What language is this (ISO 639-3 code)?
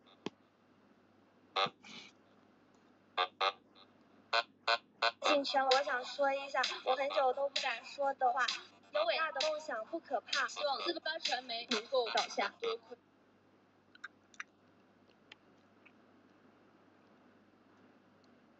zho